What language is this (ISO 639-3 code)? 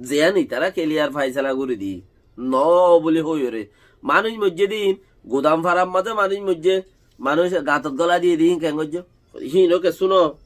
rhg